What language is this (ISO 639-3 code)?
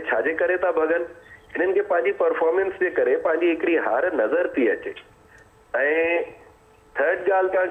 snd